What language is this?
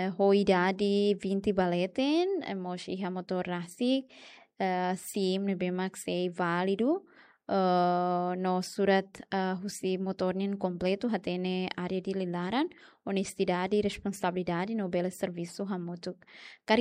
Tetum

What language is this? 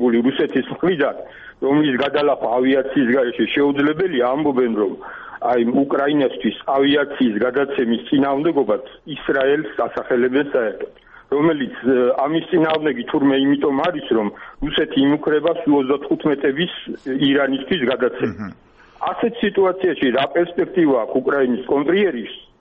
Georgian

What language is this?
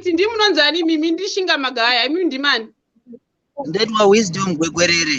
Shona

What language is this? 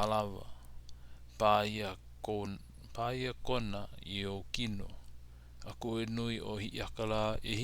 Hawaiian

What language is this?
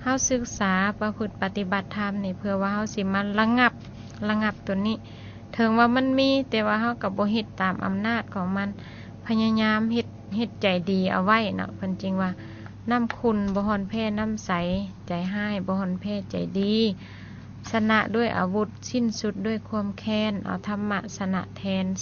Lao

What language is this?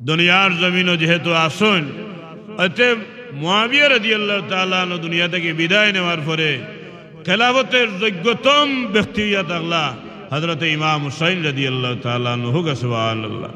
Sylheti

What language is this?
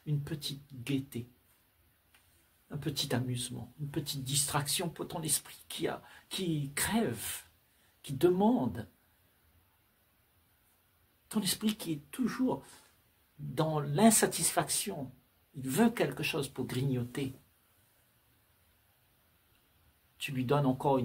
French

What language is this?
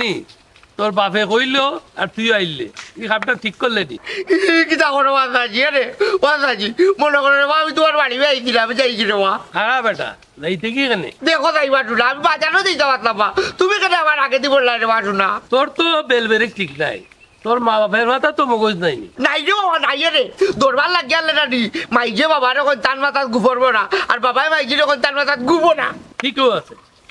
Sylheti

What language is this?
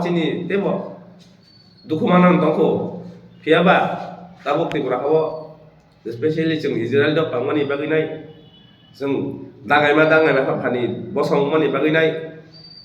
Kok Borok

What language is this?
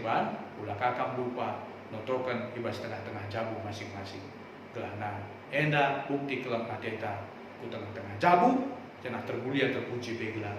Batak Karo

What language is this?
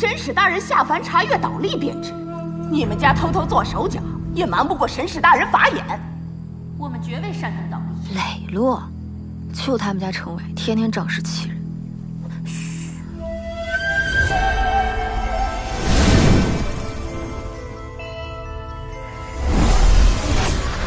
Chinese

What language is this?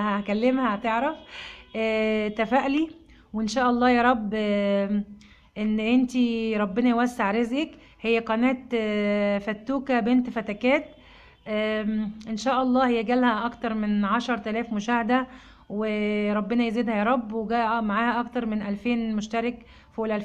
Egyptian Arabic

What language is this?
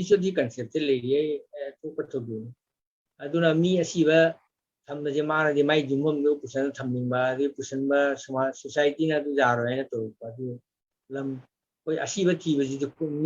Manipuri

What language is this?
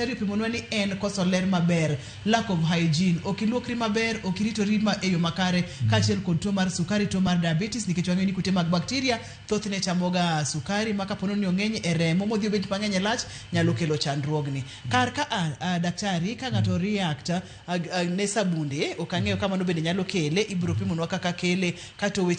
Luo (Kenya and Tanzania)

